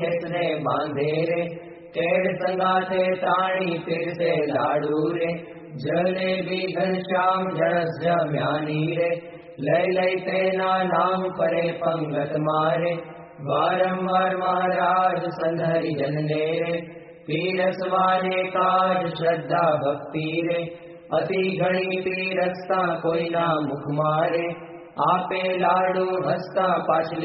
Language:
Gujarati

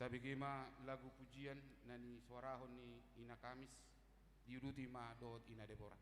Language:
Batak Toba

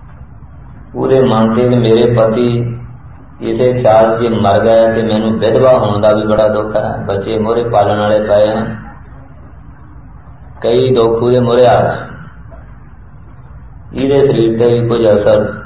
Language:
Punjabi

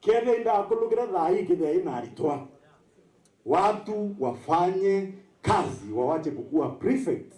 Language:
Meru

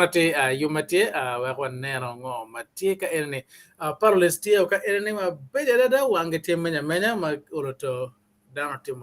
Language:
Acoli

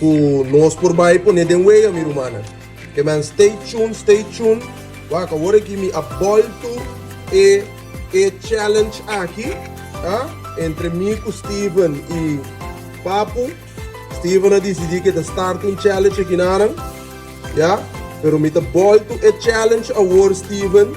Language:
Papiamento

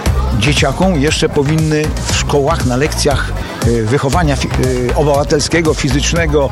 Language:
Polish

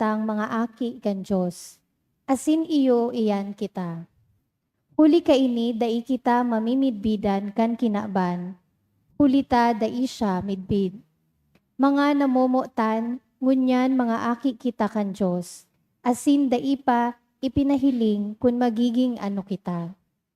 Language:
Bikol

